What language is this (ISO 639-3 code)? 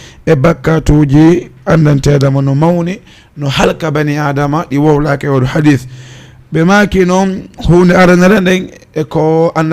ful